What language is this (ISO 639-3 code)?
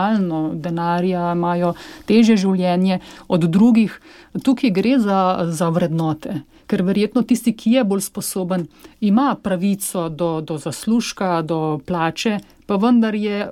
slv